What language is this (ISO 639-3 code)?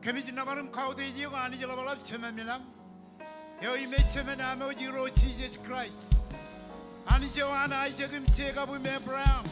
mah